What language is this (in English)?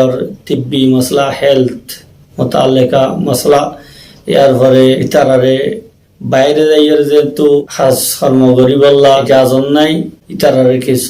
Rohingya